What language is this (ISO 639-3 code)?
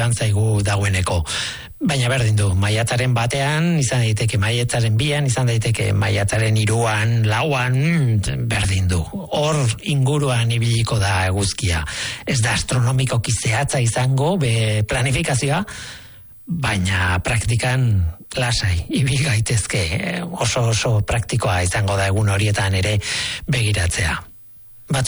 eus